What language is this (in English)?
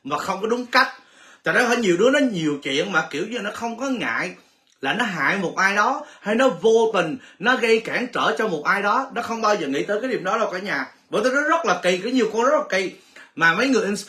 Vietnamese